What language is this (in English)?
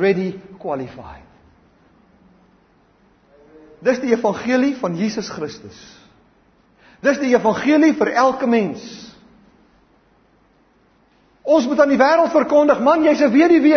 Afrikaans